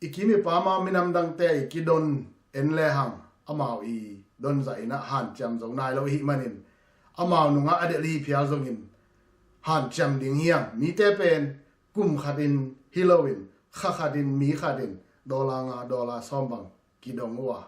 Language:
Tedim Chin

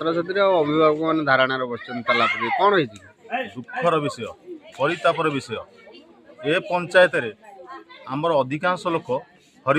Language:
Odia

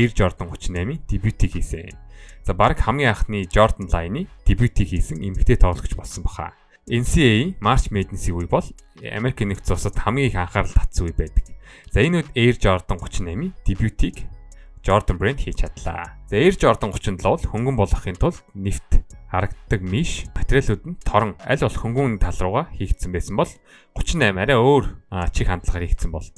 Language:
Mongolian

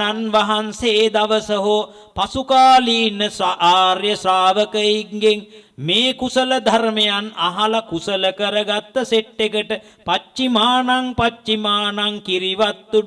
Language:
Sinhala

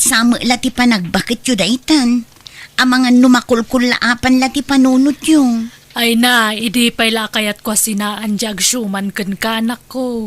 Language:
Iloko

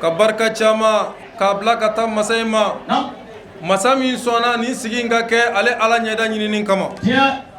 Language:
Bambara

